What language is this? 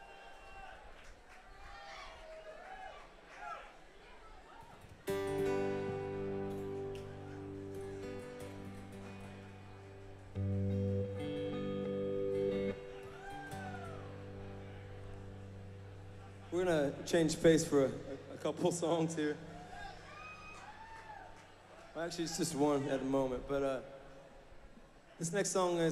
English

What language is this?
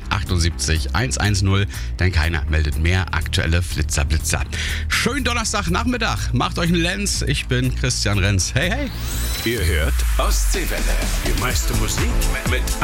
German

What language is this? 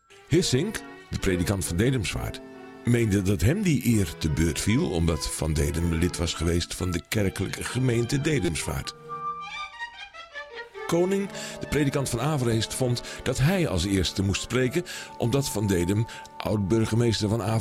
Dutch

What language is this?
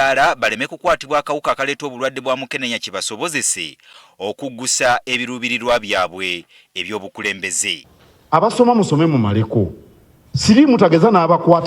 Ganda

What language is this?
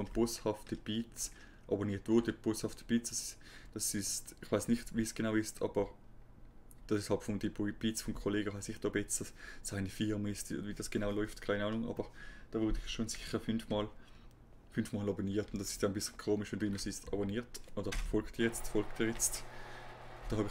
German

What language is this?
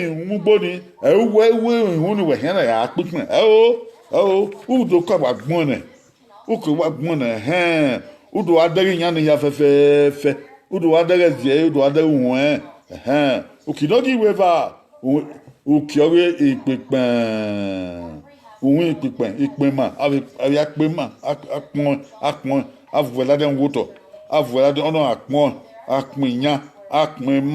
Bini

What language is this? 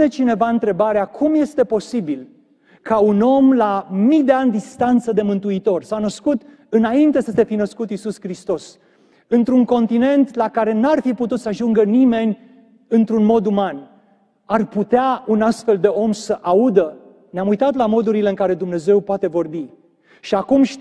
Romanian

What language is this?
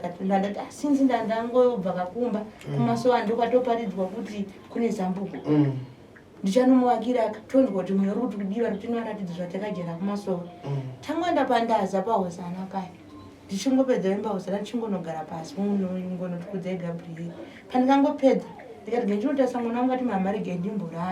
Shona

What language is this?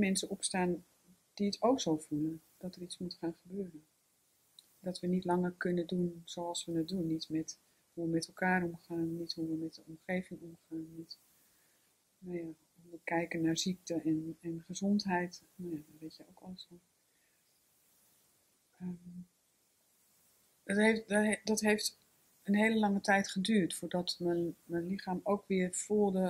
Dutch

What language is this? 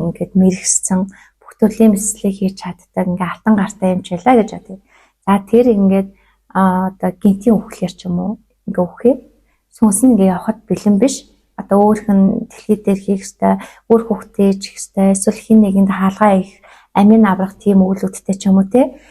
Mongolian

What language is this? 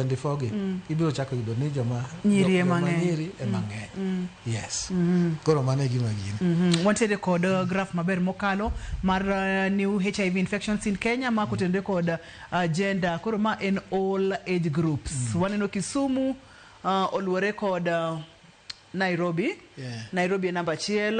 Luo (Kenya and Tanzania)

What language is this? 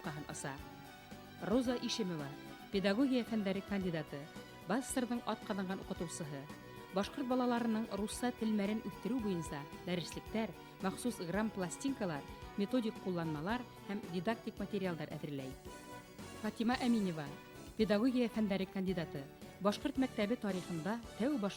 Bashkir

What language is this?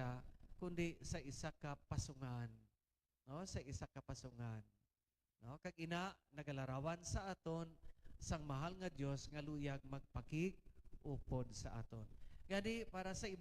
Hiligaynon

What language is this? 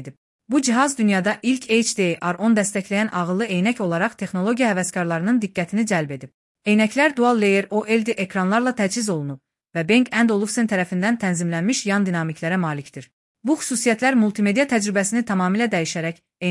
Azerbaijani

